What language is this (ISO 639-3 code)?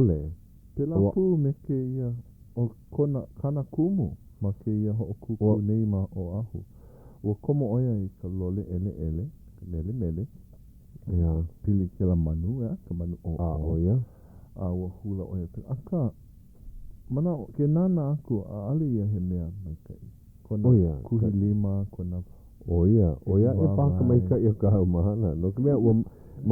haw